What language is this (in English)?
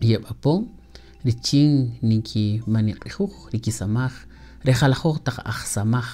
Kaqchikel